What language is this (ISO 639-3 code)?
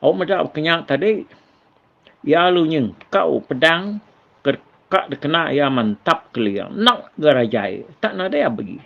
iba